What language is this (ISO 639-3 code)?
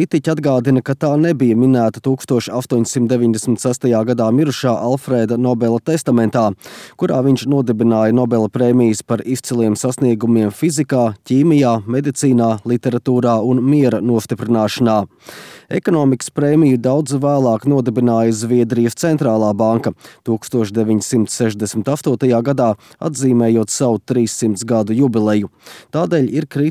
lav